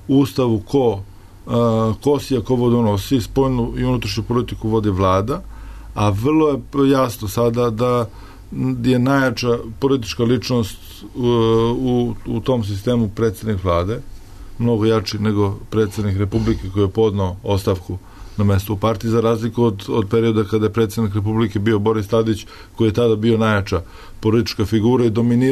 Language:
Serbian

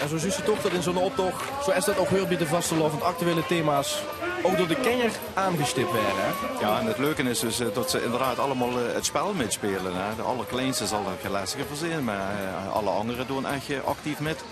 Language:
Limburgish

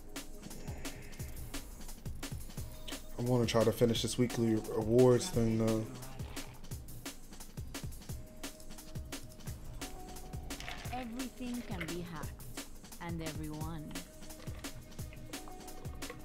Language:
English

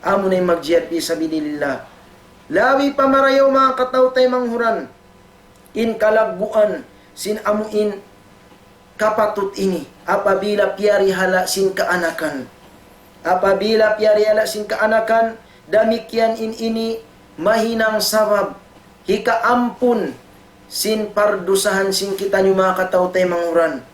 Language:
Tausug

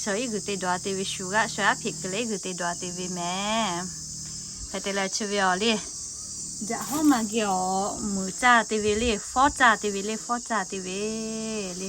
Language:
Lahu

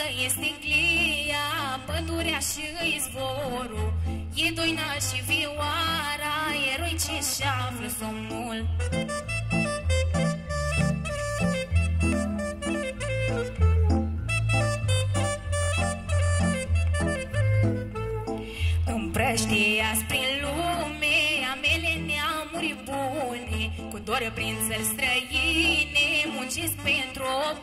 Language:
Romanian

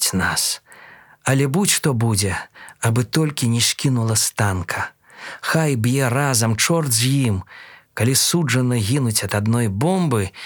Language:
Belarusian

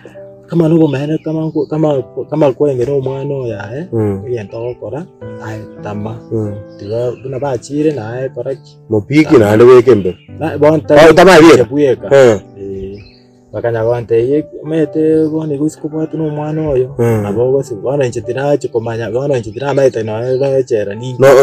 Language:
Gusii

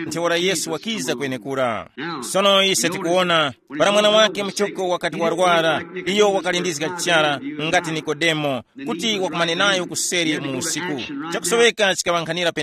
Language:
Tumbuka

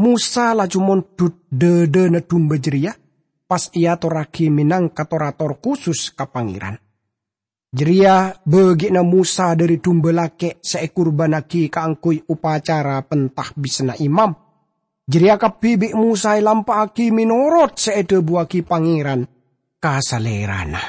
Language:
Madurese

